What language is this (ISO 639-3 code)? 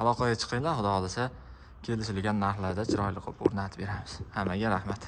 uzb